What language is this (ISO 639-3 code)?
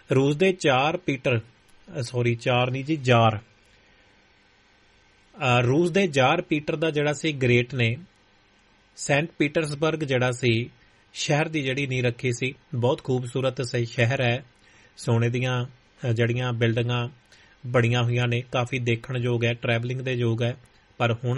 pan